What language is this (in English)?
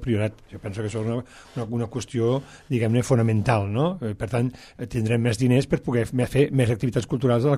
Catalan